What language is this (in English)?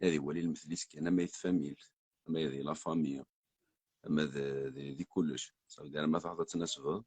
Kabyle